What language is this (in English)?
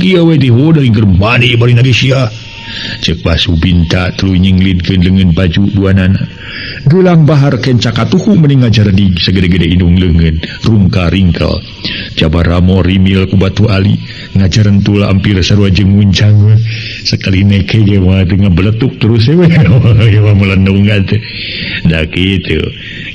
Sundanese